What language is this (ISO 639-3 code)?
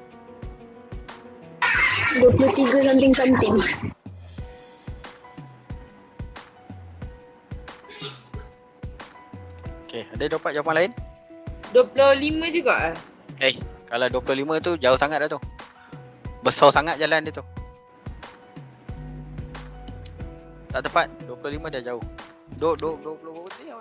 msa